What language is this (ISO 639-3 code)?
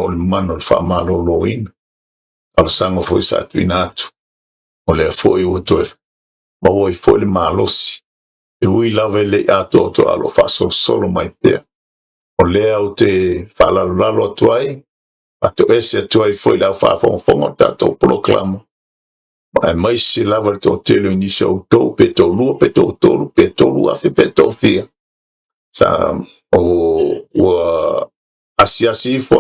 smo